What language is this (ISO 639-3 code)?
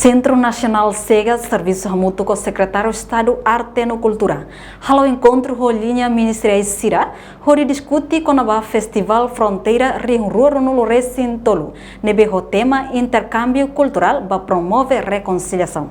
tet